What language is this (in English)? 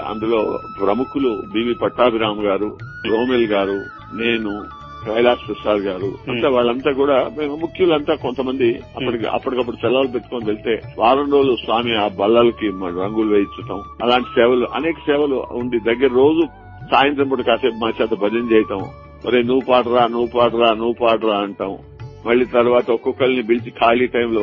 Telugu